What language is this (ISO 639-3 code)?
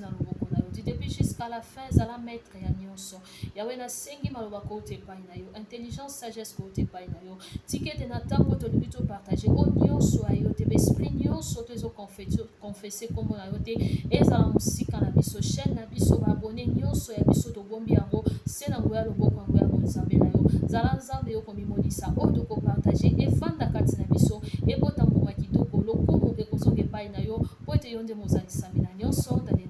lin